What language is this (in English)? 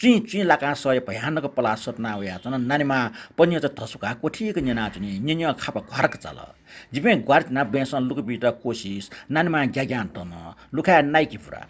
Newari